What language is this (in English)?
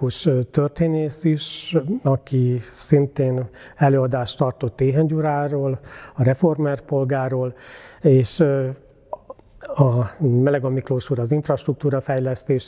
Hungarian